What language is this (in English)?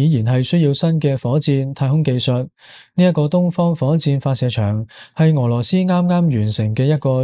Cantonese